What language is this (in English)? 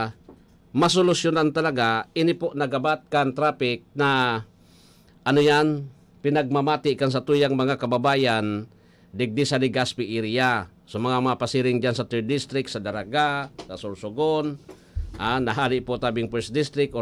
Bikol